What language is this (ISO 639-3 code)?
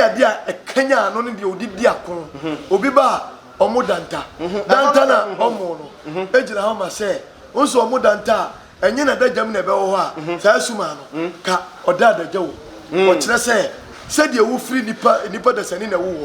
aka